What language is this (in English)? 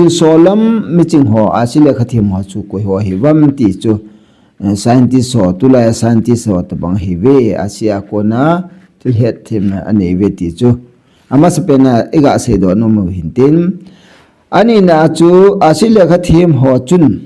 Thado Chin